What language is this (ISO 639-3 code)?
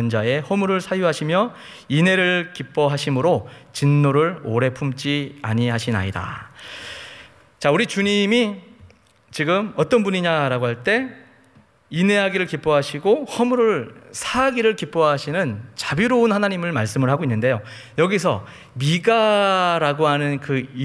kor